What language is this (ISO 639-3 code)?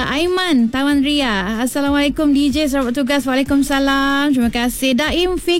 msa